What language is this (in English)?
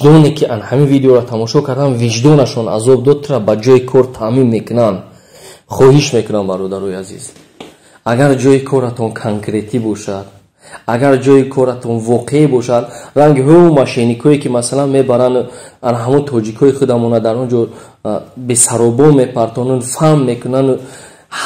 Tajik